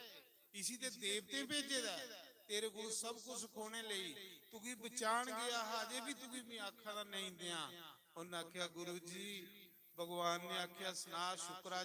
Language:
Dogri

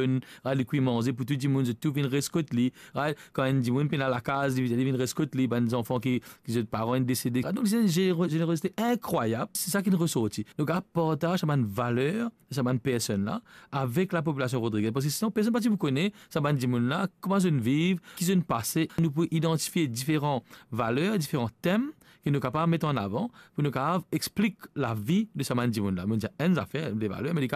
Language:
Morisyen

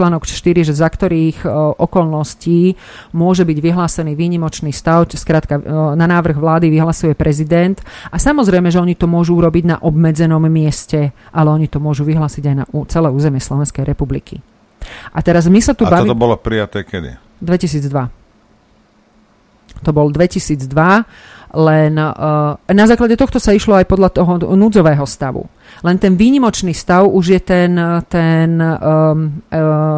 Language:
Slovak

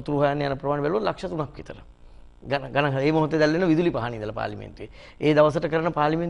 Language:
Sinhala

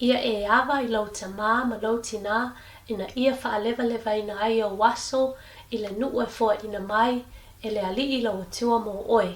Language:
Samoan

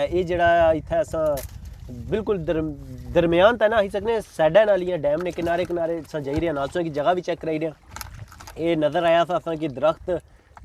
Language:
Pahari-Potwari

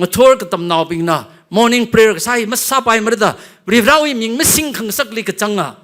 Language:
Tangkhul Naga (India)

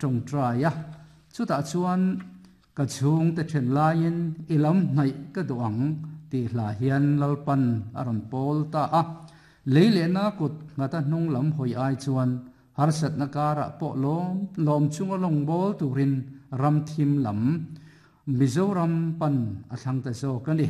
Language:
Mizo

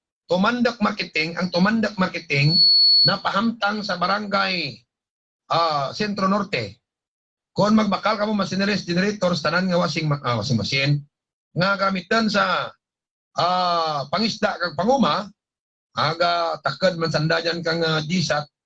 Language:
Hiligaynon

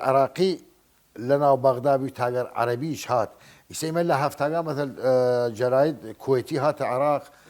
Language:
Southern Kurdish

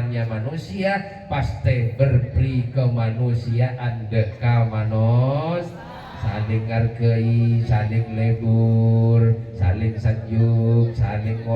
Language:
Madurese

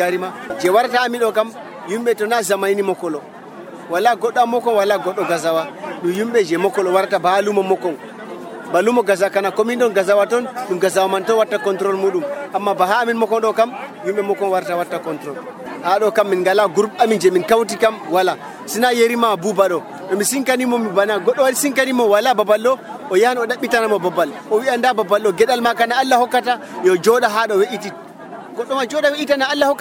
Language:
Nigerian Fulfulde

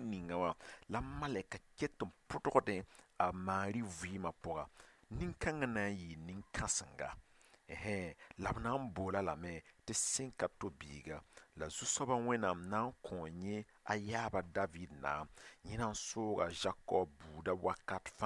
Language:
Mossi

